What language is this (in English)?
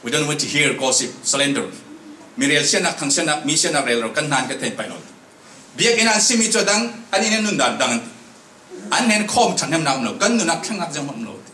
Falam Chin